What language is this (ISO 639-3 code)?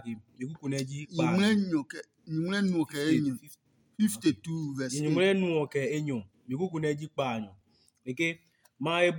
ada